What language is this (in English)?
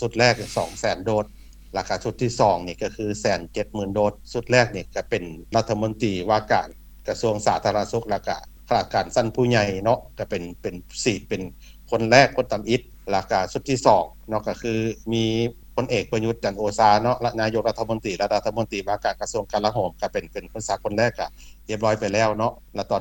Lao